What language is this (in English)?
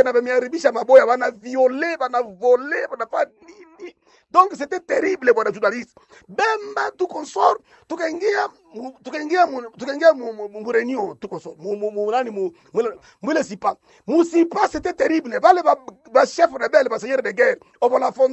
Swahili